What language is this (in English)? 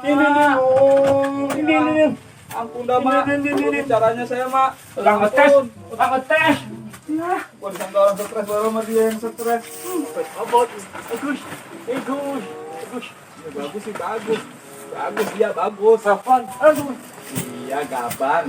Betawi